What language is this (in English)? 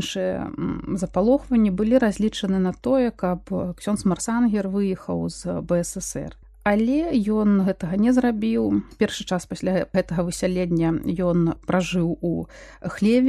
Belarusian